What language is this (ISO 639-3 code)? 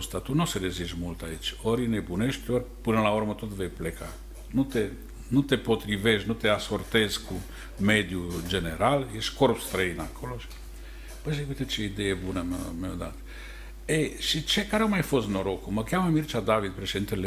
ron